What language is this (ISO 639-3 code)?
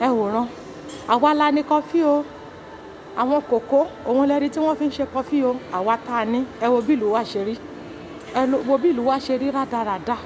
yor